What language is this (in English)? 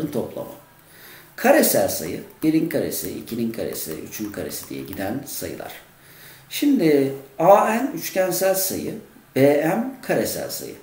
Turkish